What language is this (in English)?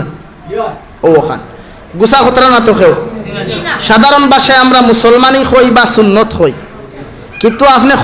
Sylheti